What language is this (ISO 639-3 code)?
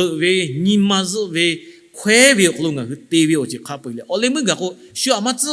lhu